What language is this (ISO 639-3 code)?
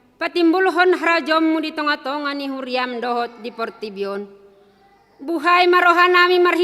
bbc